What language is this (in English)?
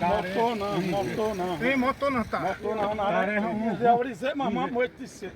Xavánte